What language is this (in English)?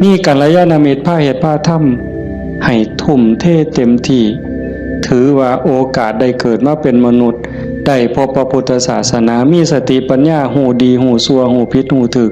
Northeastern Thai